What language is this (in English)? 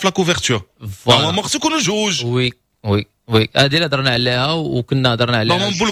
Moroccan Arabic